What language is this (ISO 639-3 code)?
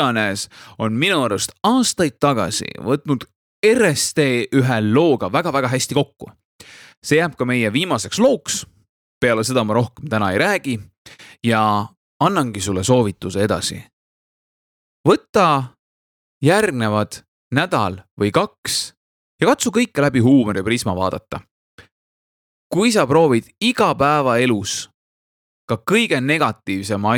est